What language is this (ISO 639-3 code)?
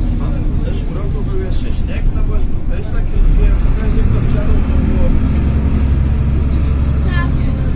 pol